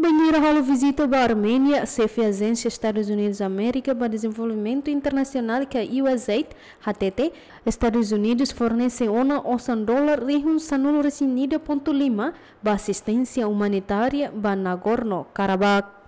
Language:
Tetum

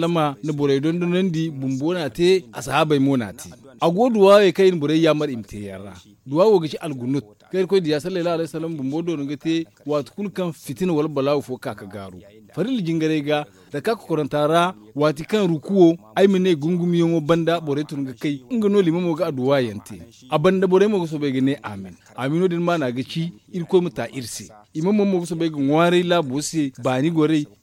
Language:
Zarma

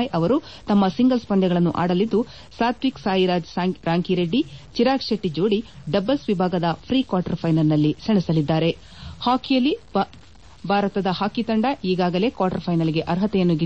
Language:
Kannada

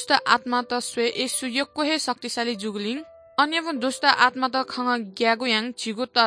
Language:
Newari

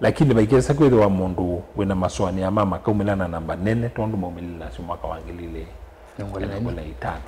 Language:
Kamba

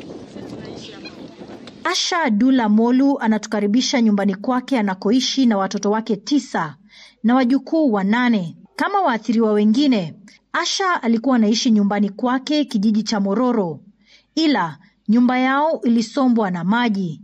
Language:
Swahili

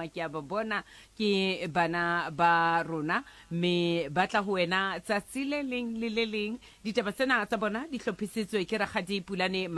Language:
Southern Sotho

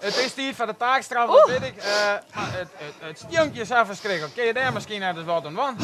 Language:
Western Frisian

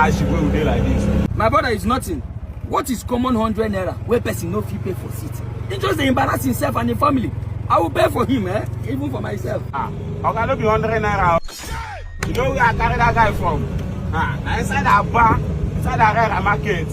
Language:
Nigerian Pidgin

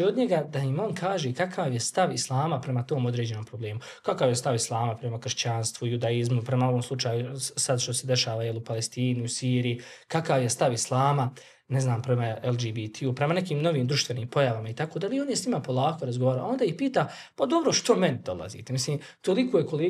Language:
Bosnian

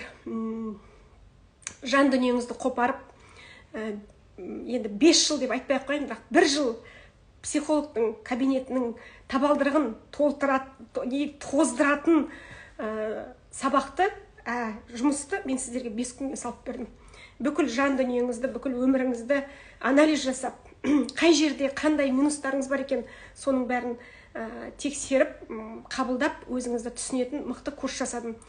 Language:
Kazakh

